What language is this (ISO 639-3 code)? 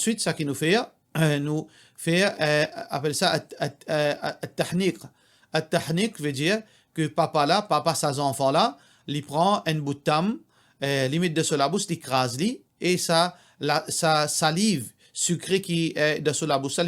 mfe